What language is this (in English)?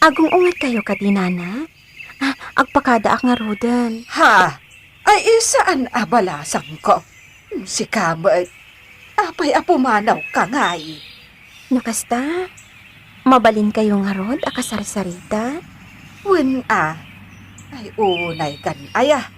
Iloko